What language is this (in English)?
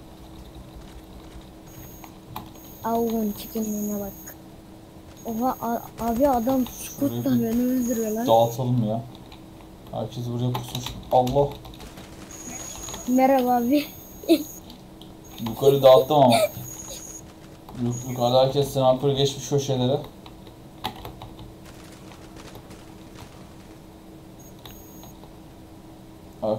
Turkish